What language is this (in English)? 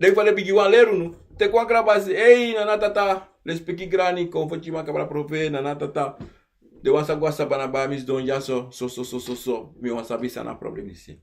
Sranan Tongo